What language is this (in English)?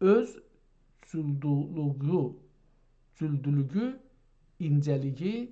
South Azerbaijani